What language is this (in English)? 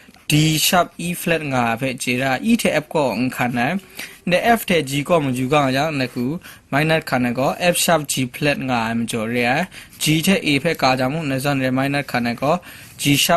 Kachin